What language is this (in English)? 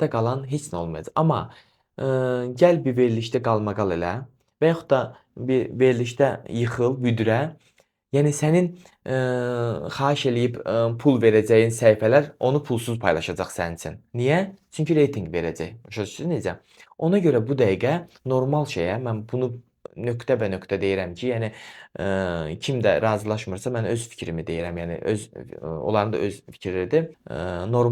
Azerbaijani